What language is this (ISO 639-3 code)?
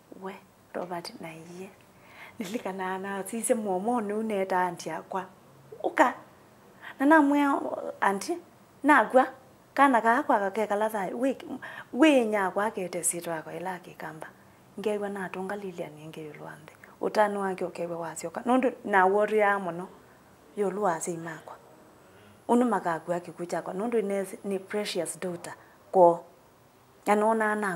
kam